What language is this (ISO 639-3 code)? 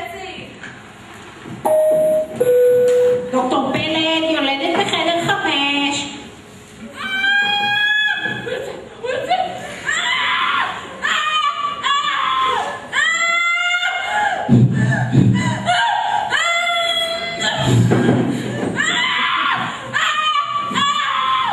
heb